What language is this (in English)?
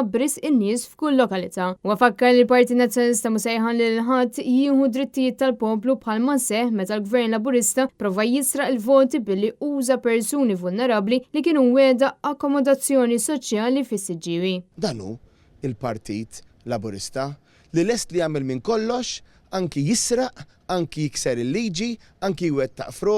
Maltese